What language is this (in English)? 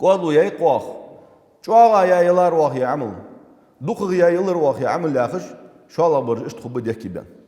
Ingush